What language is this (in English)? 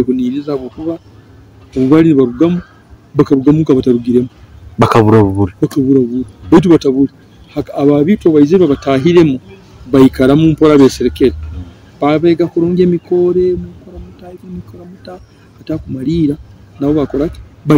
Nyoro